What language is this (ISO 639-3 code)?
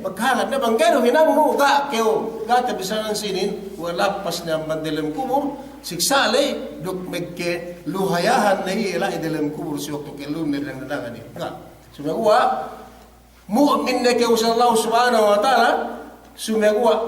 yka